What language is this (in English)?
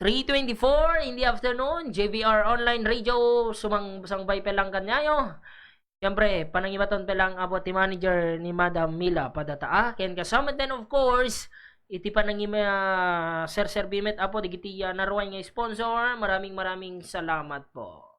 Iloko